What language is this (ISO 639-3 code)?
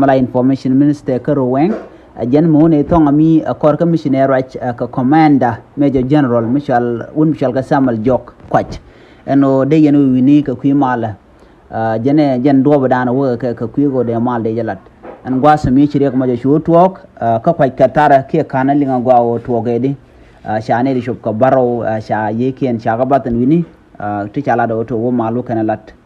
nus